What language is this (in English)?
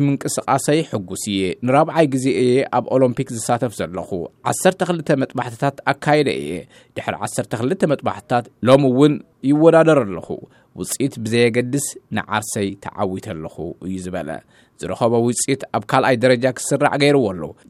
Tigrinya